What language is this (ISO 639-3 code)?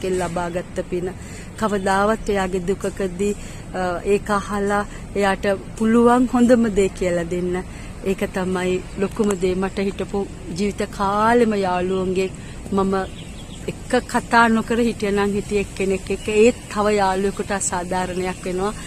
sin